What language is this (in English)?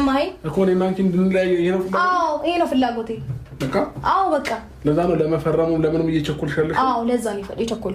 Amharic